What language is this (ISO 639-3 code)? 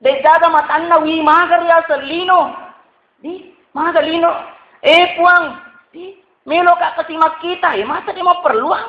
bug